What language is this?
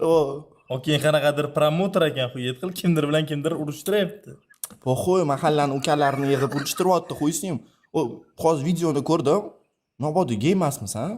Uzbek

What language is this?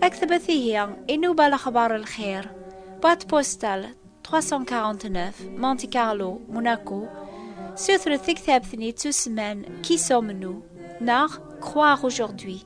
Kabyle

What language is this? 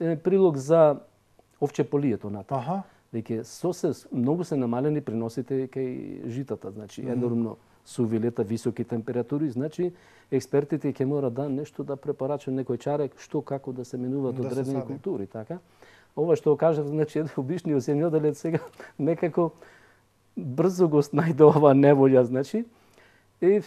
Macedonian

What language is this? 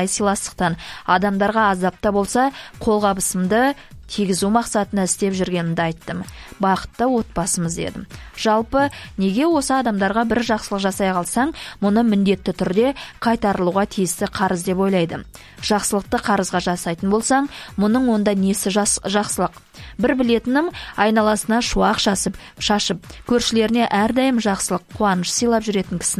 Kazakh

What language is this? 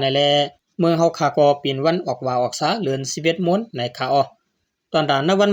Shan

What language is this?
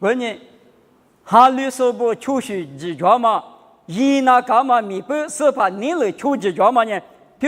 Lisu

